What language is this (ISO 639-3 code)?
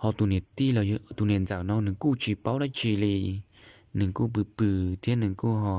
hmn